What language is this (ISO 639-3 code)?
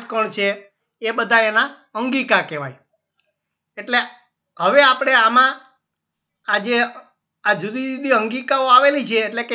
guj